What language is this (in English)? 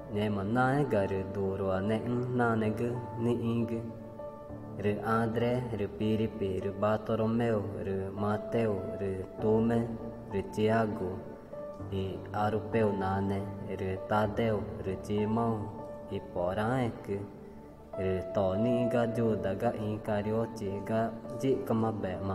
Ticuna